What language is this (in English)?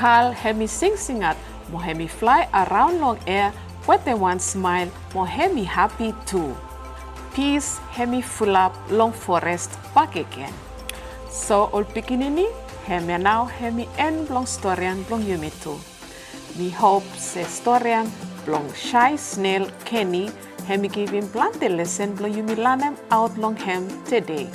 Bislama